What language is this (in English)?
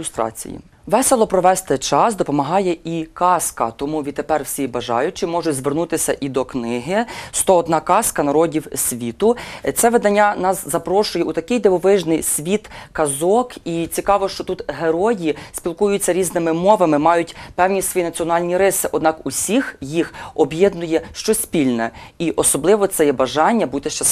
Ukrainian